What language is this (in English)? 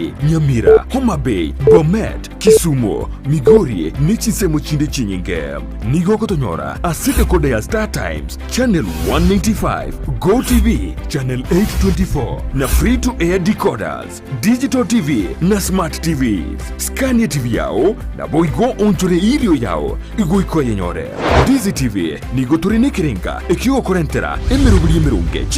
Gusii